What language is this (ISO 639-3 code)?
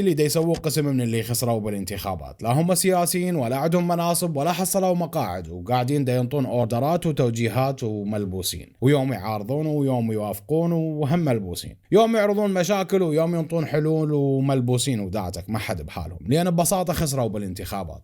acm